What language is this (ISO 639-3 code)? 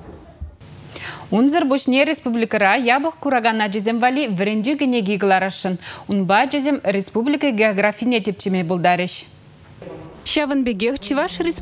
chv